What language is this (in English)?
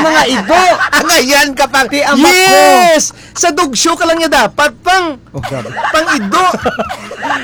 Hiligaynon